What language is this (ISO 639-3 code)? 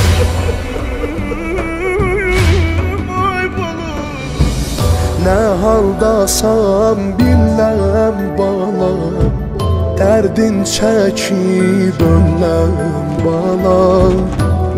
tur